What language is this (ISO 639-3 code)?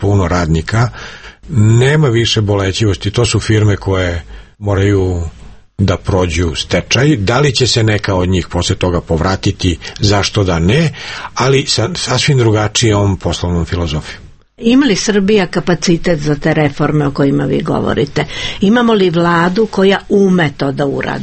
srp